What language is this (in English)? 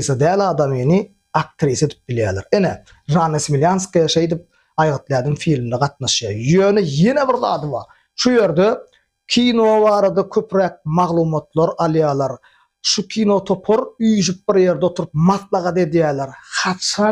Turkmen